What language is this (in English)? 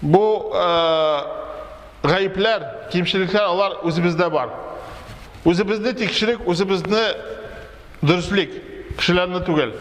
Tatar